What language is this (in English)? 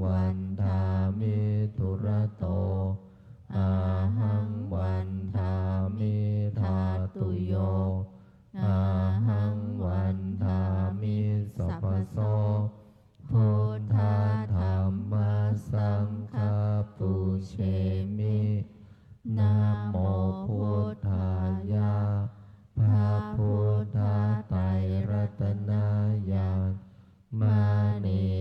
Pali